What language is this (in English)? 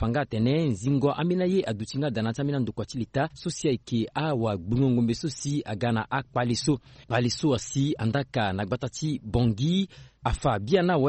Sango